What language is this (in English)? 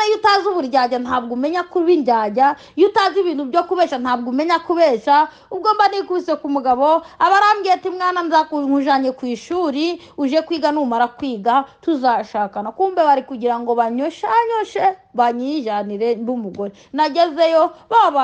Kinyarwanda